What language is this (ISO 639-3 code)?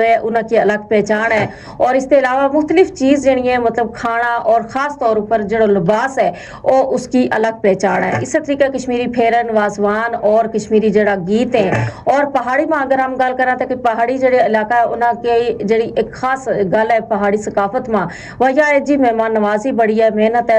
gju